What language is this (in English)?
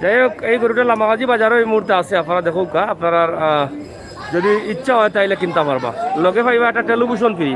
Sylheti